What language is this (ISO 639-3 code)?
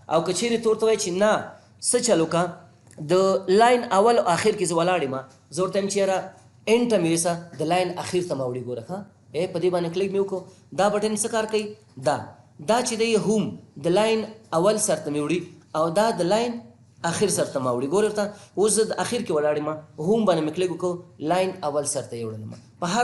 pus